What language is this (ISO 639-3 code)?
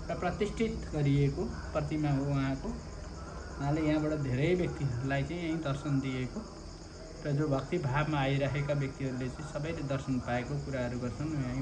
nep